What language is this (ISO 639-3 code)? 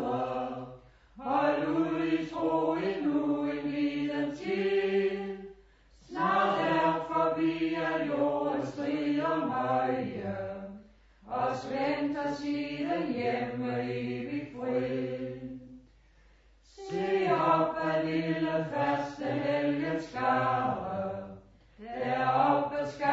dan